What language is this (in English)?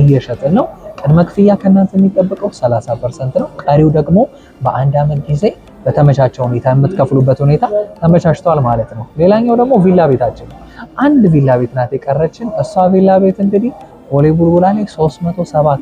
Amharic